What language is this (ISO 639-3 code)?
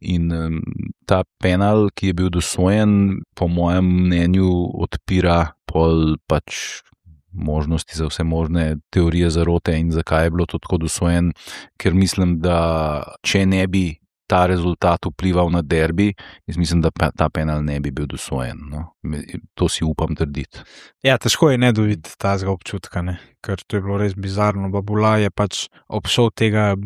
slv